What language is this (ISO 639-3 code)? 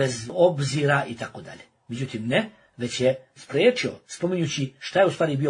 bos